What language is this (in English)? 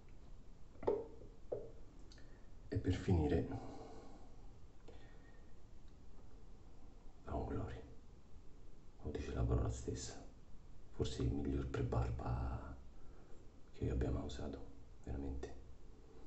Italian